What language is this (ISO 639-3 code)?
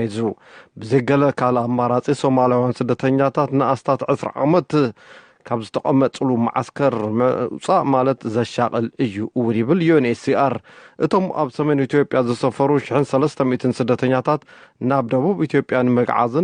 tir